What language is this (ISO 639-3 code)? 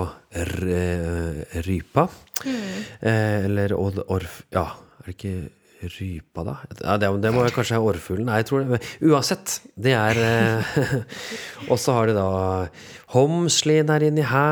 nor